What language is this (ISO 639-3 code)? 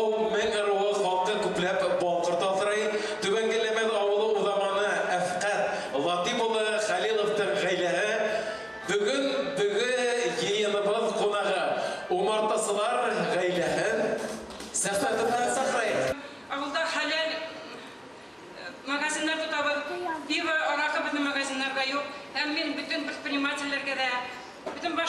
bak